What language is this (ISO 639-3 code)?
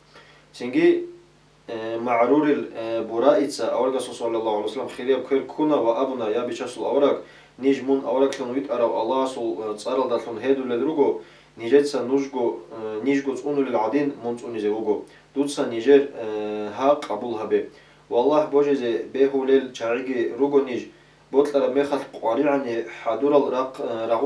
ava